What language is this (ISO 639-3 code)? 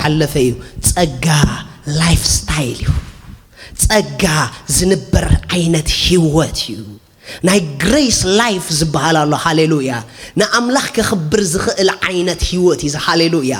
tir